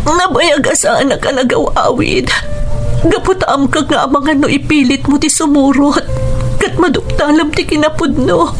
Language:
Iloko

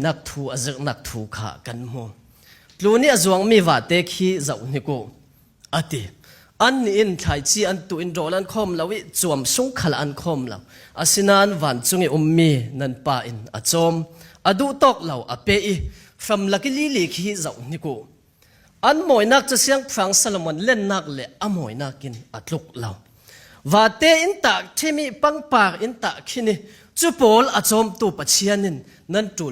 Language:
Falam Chin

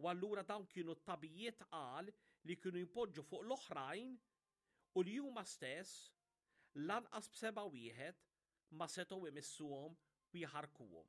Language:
Maltese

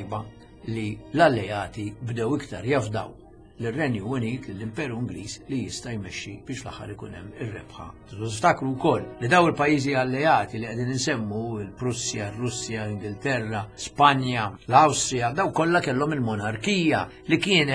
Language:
Maltese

